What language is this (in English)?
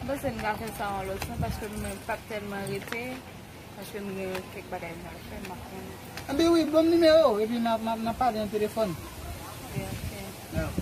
Haitian Creole